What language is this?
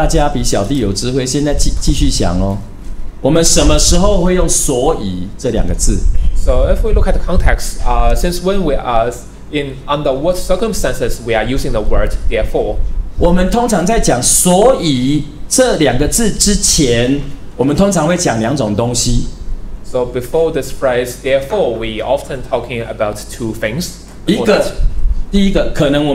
Chinese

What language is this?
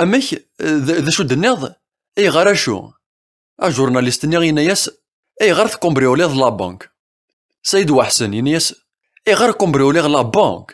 Kabyle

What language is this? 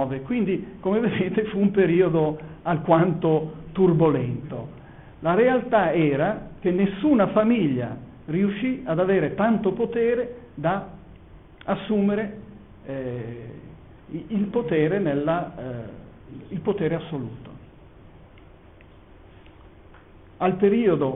Italian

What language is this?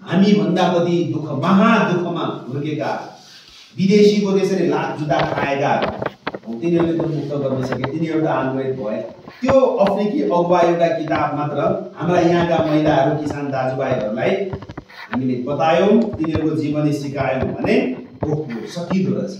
Nepali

